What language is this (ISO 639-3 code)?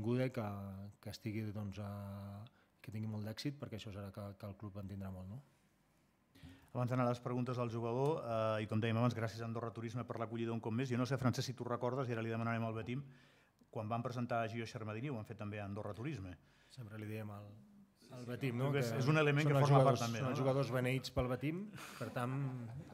cat